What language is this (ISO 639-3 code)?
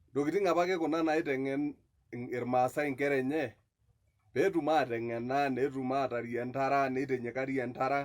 mas